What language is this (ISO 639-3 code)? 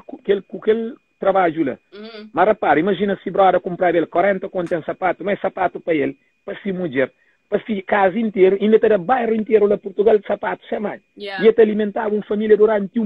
kea